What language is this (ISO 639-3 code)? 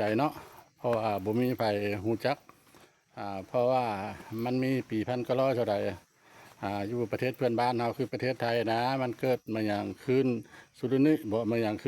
lao